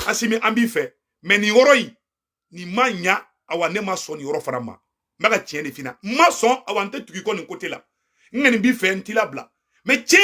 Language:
Bambara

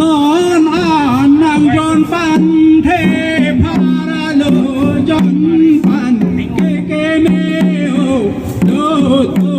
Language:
Karbi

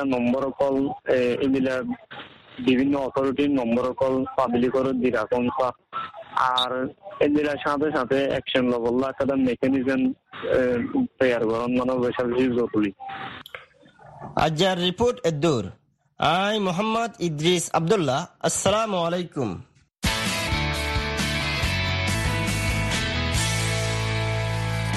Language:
Bangla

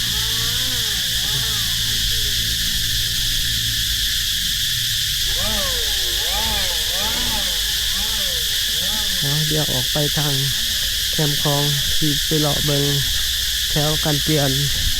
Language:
Lao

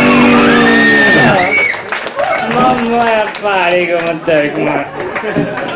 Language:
Norwegian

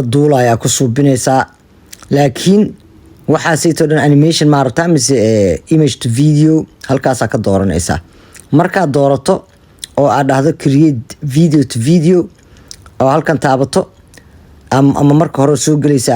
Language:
Somali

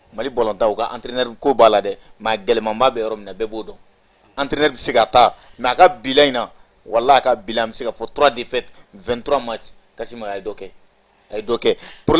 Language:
Bambara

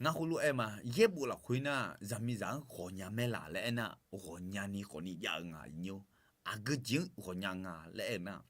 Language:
Akha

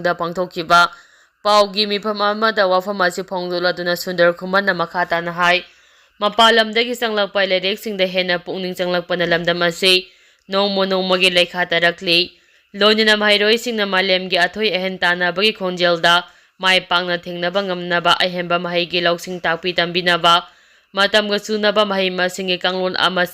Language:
Manipuri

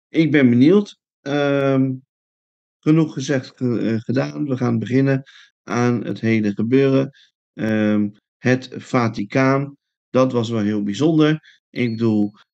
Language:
Dutch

